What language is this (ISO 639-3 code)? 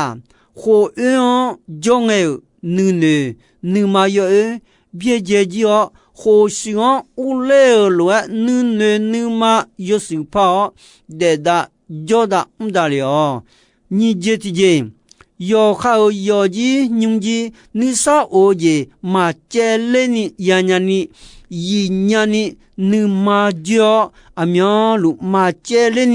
ahk